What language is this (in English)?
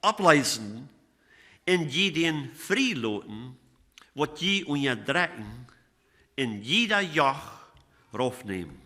Plautdietsch